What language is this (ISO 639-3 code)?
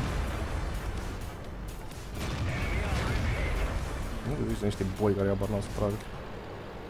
ron